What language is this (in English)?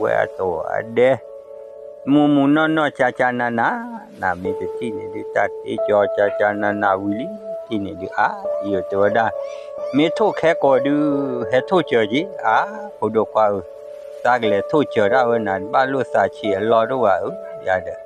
S'gaw Karen